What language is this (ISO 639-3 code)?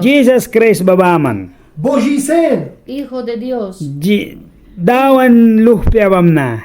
miq